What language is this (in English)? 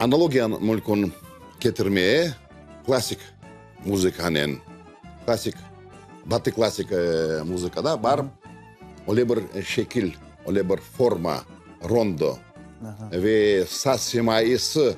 Crimean Tatar